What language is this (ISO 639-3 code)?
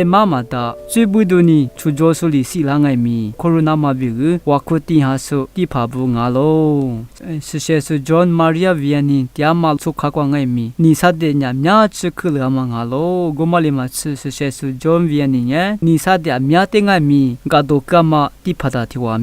lis